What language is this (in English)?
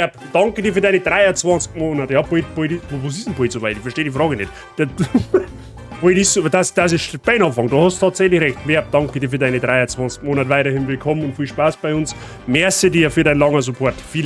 Bavarian